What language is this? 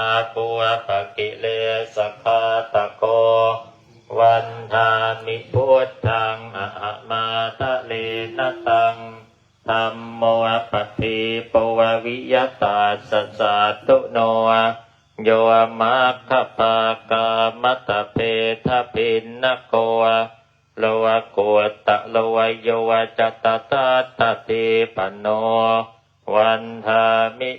Pali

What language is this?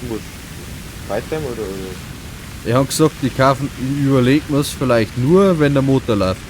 Bavarian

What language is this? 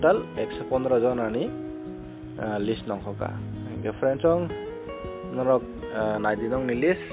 Kok Borok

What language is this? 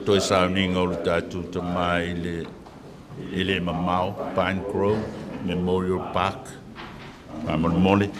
Samoan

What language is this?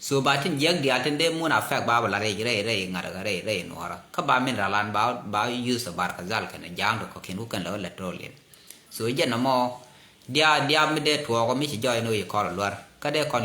Nuer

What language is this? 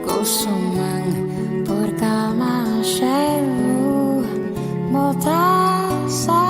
Papiamento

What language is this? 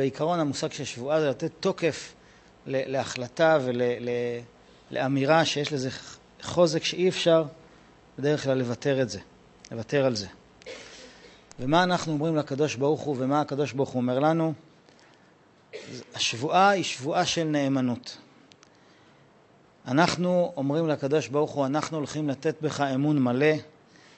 Hebrew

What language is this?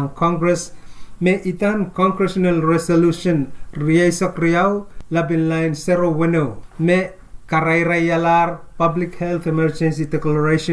Pohnpeian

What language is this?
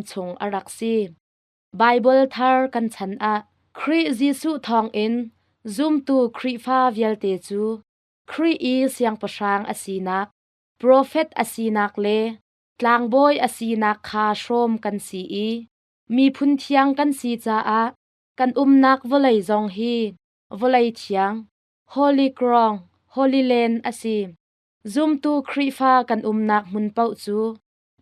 Hakha Chin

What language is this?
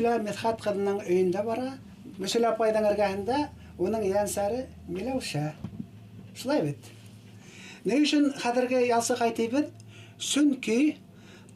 Bashkir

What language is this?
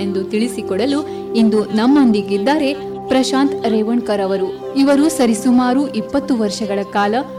Kannada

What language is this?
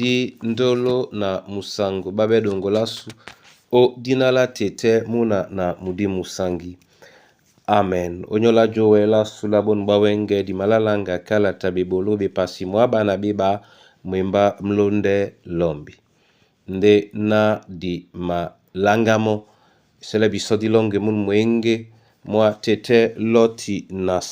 Duala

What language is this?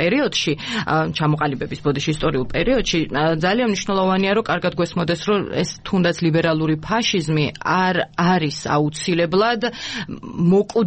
Georgian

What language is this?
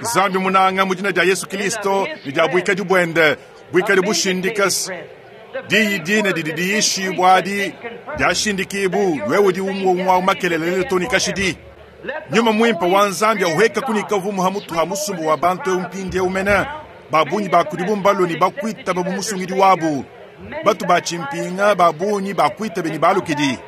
Luba-Lulua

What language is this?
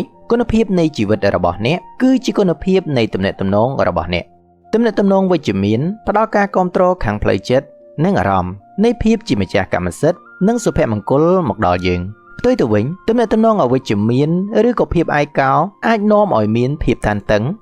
Khmer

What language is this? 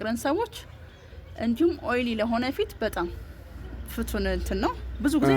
Amharic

